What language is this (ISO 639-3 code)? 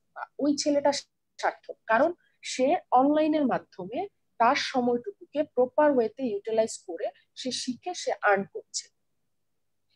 ben